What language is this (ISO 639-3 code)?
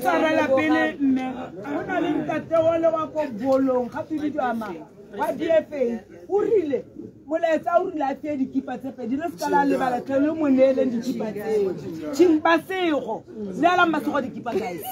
tsn